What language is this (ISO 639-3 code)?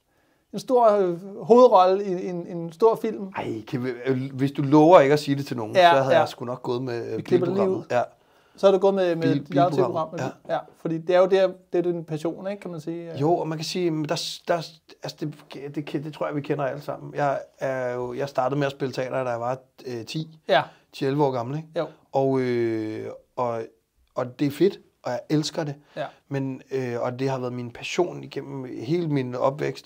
dan